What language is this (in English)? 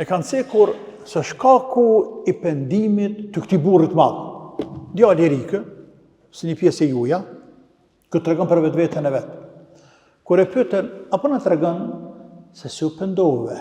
Albanian